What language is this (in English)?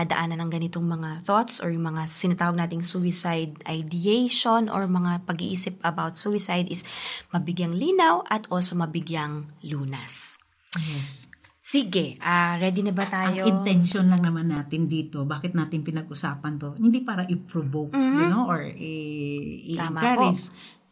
Filipino